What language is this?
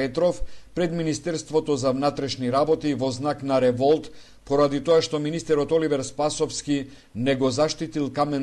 Macedonian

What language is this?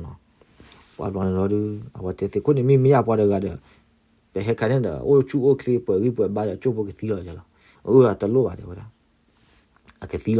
S'gaw Karen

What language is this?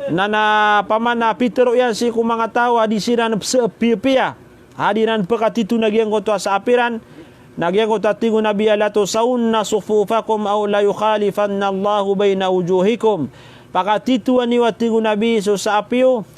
Maranao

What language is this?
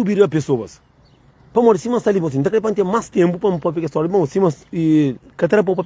Kabuverdianu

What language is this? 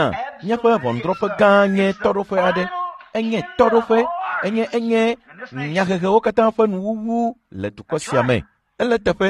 Ewe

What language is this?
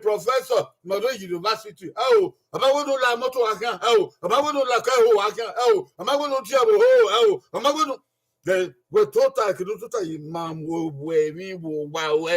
Bini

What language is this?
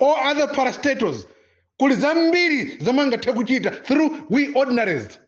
Nyanja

